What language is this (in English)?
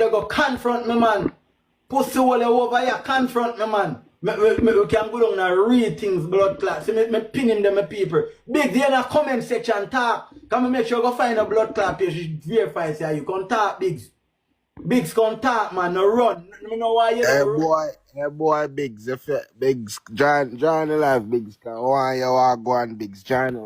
Jamaican Creole English